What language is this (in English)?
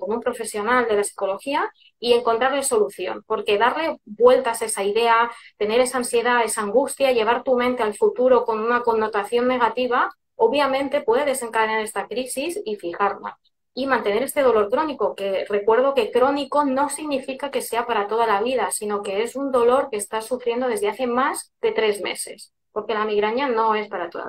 Spanish